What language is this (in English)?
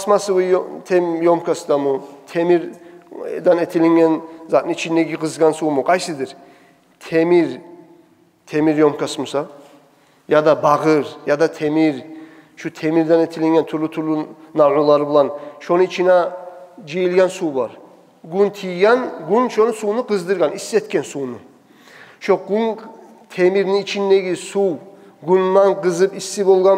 Kumyk